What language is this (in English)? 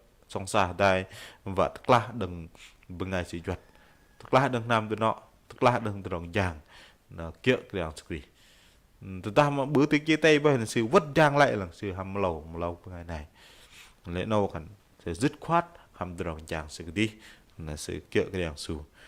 Bahnar